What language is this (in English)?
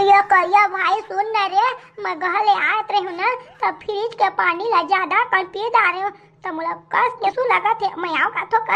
Chhattisgarhi